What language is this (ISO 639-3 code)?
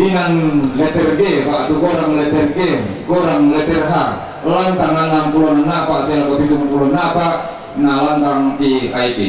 sda